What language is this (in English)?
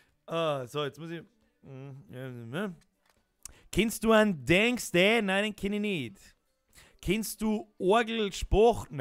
Bavarian